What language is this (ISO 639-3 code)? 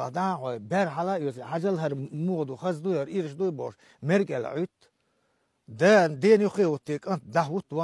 che